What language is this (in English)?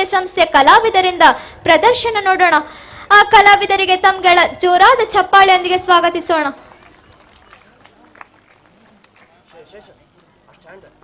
Kannada